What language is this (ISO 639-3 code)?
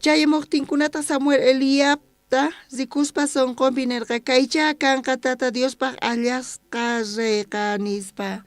quh